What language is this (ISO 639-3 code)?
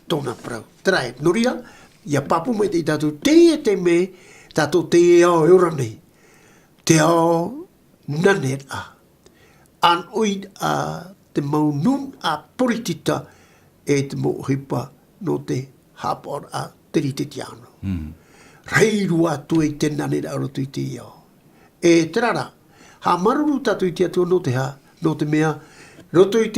tah